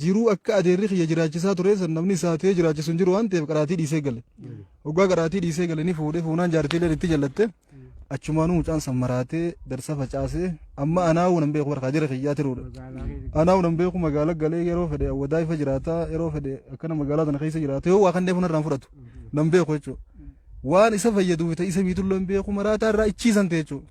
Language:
Oromo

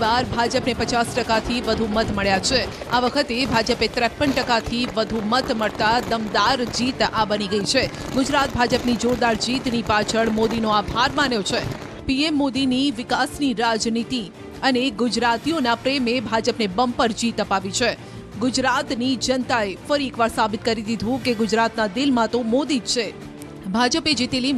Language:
Gujarati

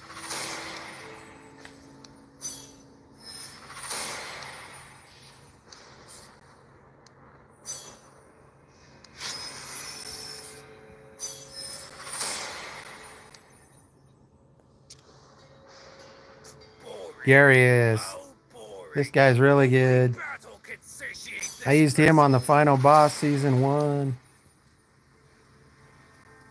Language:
English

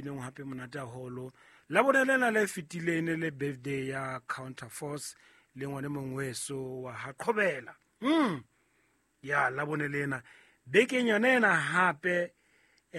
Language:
Southern Sotho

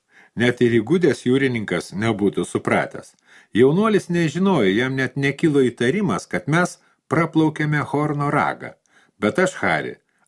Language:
Lithuanian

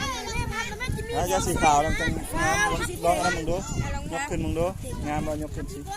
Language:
Lao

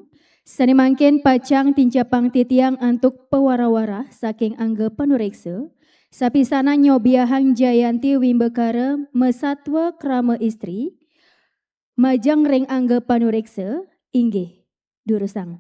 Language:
Balinese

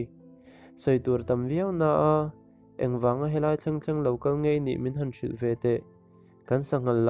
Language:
Mizo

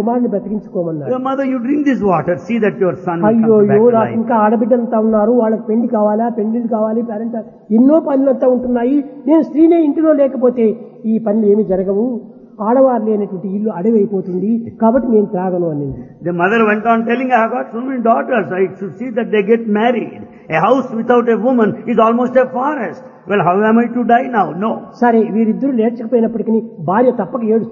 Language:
Telugu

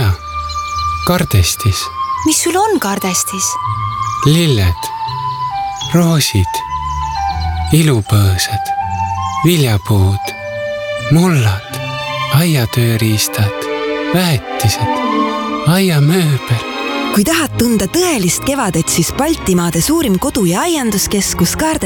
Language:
Estonian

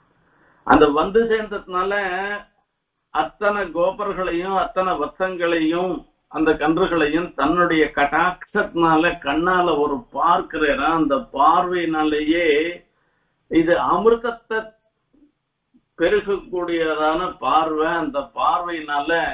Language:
Tamil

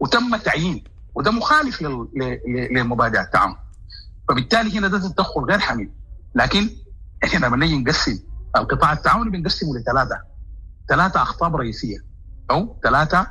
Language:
Sudanese Arabic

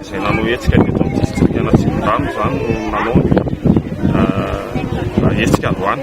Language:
Malagasy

